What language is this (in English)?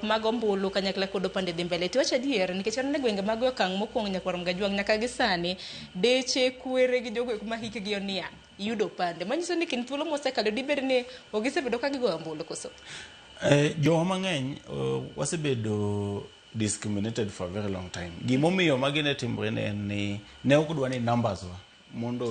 Luo (Kenya and Tanzania)